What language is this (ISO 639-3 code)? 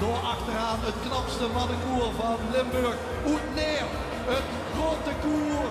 lim